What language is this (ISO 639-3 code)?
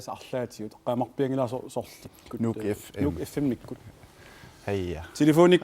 kal